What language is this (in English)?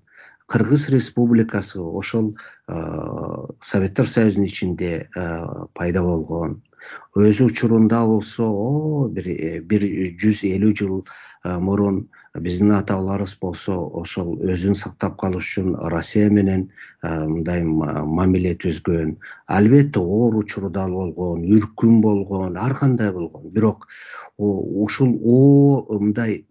Kyrgyz